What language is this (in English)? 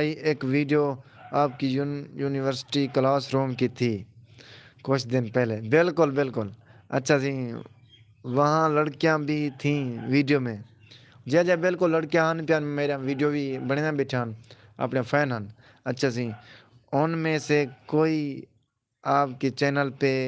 Saraiki